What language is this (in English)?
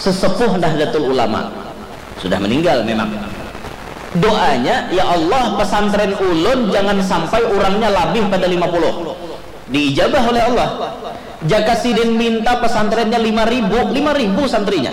Banjar